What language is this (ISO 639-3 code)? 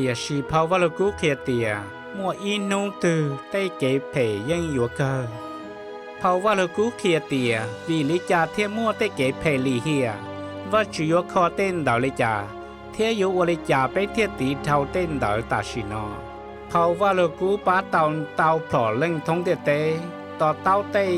hmn